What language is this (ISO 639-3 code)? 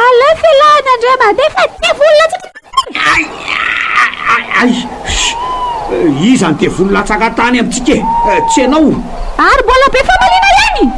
mlg